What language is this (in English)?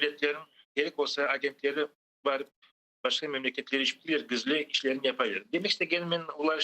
Crimean Tatar